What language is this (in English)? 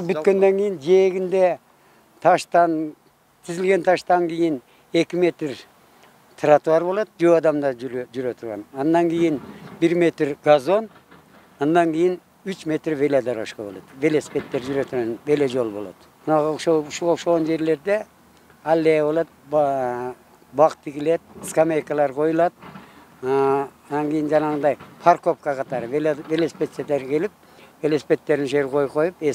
Kyrgyz